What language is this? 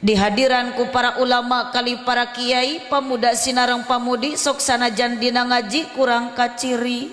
Sundanese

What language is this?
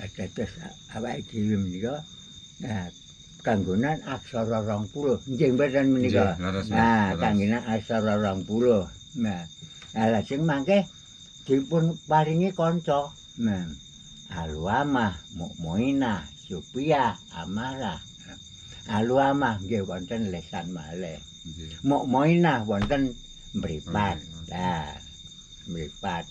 Javanese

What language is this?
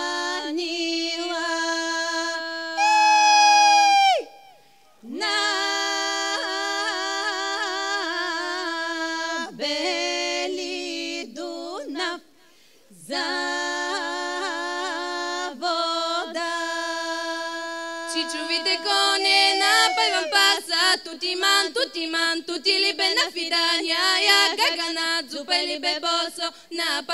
Bulgarian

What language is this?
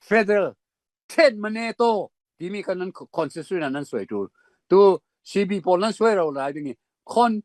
Falam Chin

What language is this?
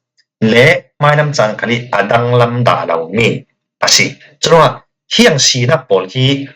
Falam Chin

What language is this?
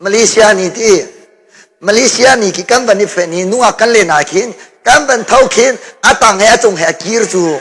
Hakha Chin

